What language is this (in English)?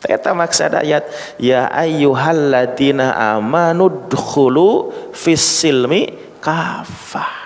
Sundanese